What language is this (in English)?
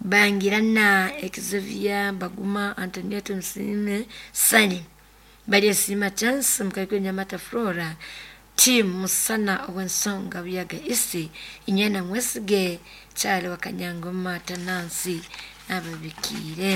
Nyoro